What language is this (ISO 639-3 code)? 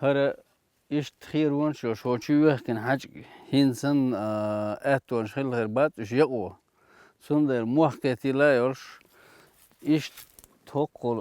che